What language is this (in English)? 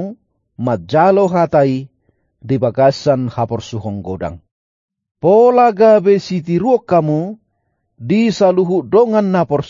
Batak Toba